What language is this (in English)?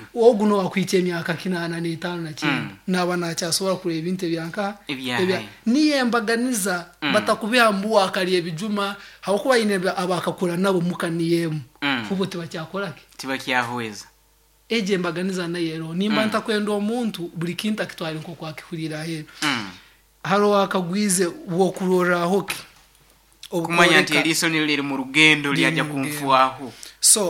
Nyoro